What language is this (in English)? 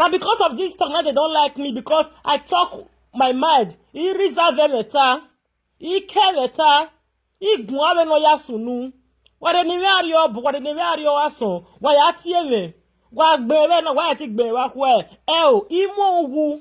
Nigerian Pidgin